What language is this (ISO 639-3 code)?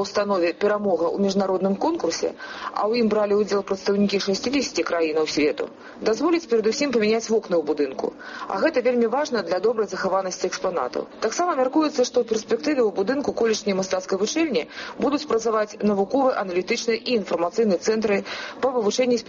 bel